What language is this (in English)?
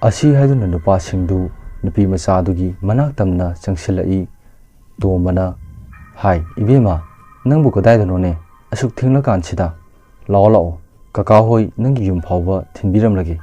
Manipuri